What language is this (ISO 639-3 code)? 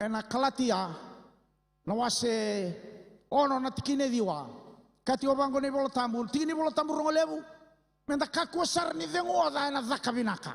fij